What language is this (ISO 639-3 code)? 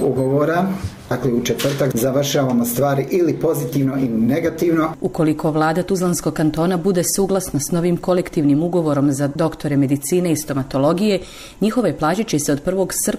hrv